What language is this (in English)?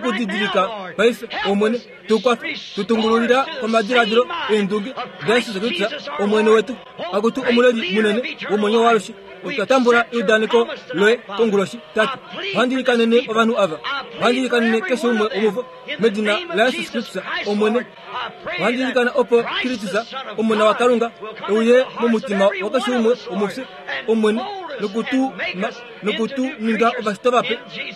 Kuanyama